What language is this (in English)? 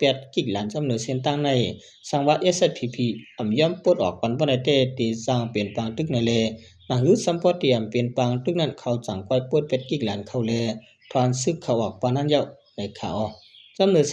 Shan